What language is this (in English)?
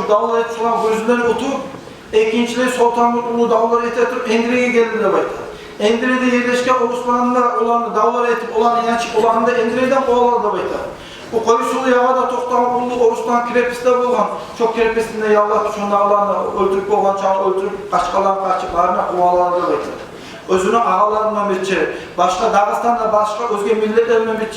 Kumyk